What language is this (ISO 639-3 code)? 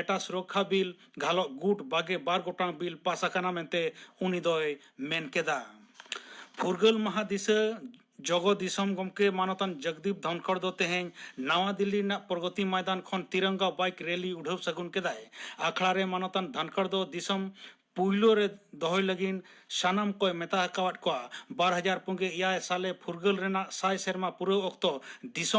sat